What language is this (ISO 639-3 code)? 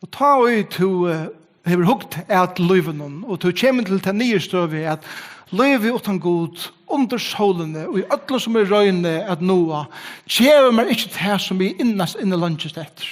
fao